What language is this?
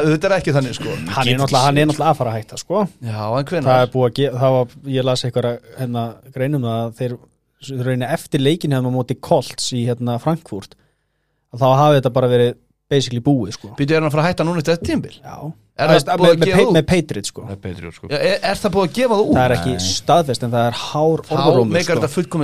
Icelandic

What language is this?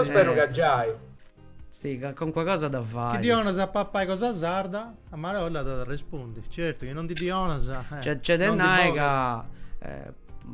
Sardinian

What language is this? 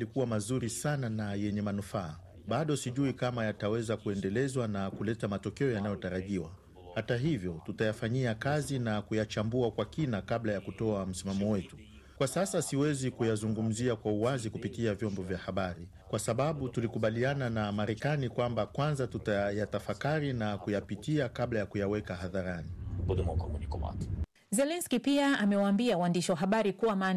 Swahili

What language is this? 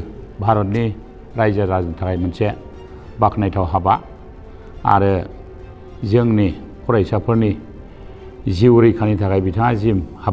Bodo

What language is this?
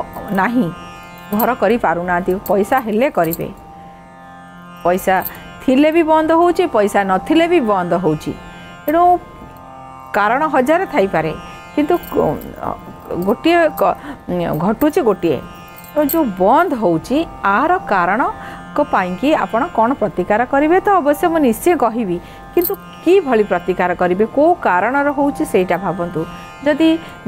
Odia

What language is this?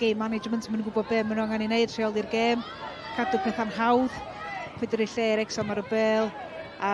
Welsh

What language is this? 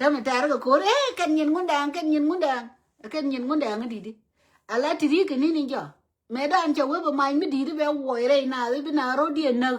Nuer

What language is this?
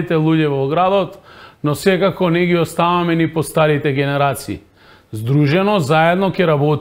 Macedonian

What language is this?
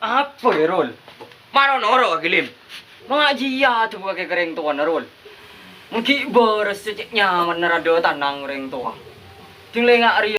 Madurese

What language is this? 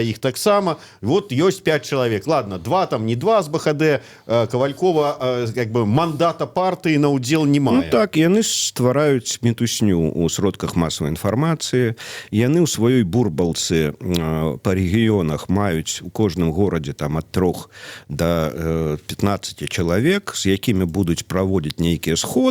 Belarusian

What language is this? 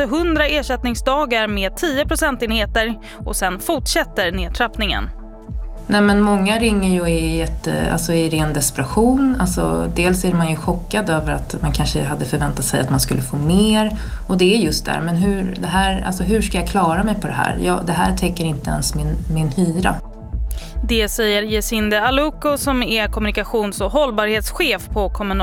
Swedish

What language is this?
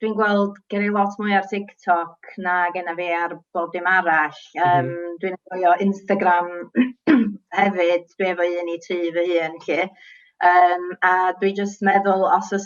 Welsh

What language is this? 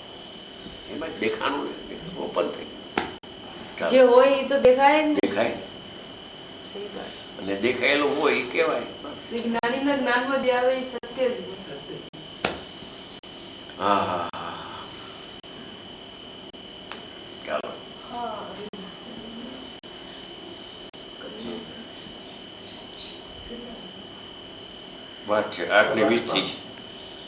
Gujarati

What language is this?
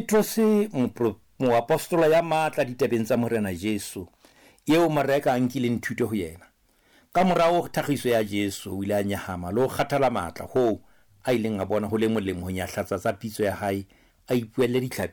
Southern Sotho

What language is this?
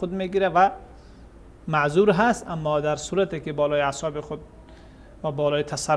Persian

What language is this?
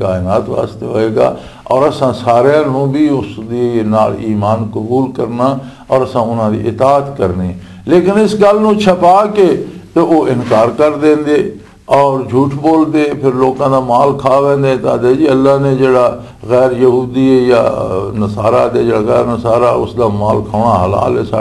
Western Panjabi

